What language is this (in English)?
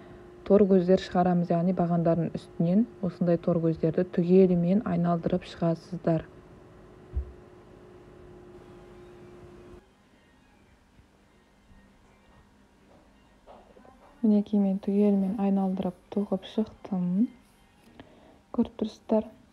Kazakh